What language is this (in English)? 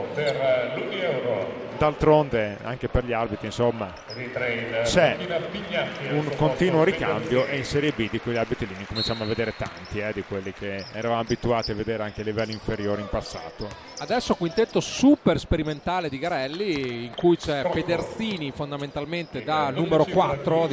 Italian